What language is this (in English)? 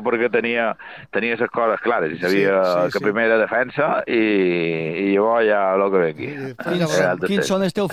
Catalan